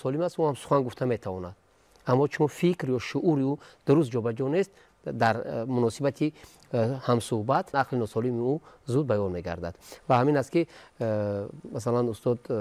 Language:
Tajik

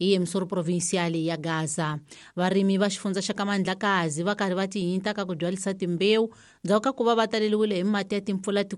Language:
Tsonga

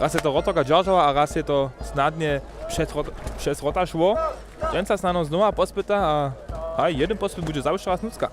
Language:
Upper Sorbian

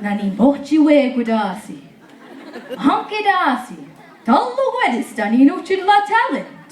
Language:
Mi'kmaw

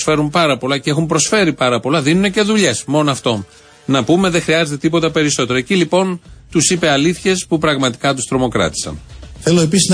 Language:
Greek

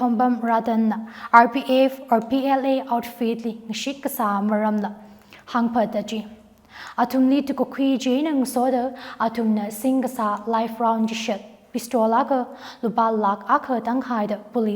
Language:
Tangkhul Naga (India)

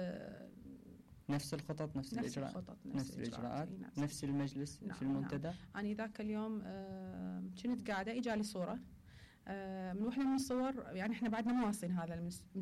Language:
Mesopotamian Arabic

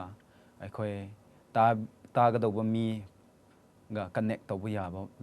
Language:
Manipuri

